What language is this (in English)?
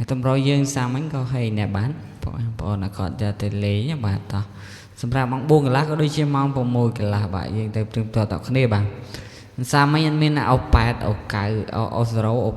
Khmer